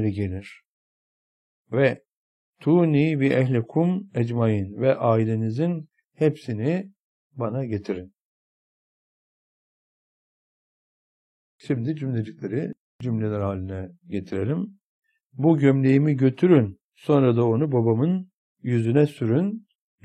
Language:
Turkish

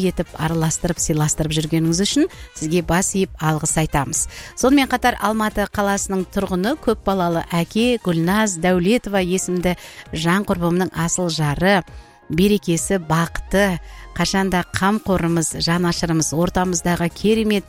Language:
Kazakh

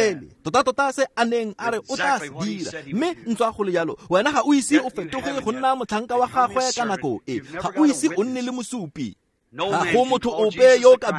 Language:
Tswana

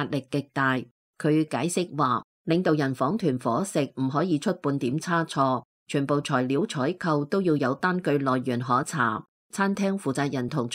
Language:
Cantonese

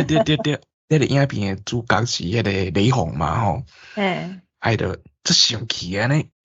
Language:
Min Nan Chinese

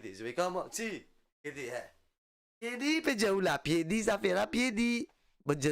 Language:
Morisyen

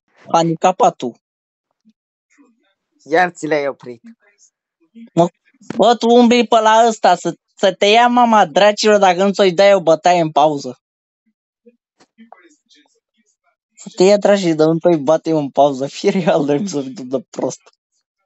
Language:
Romanian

